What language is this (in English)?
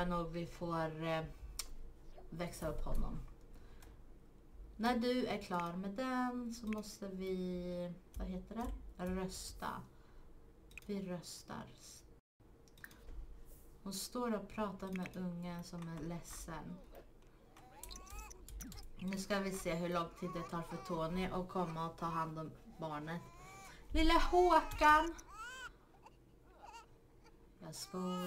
Swedish